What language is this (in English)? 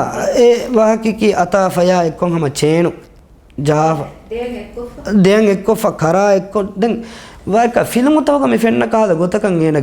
Divehi